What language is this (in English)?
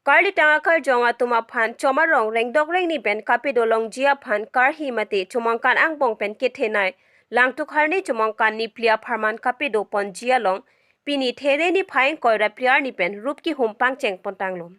Karbi